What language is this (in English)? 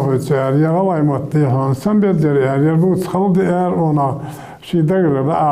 Ingush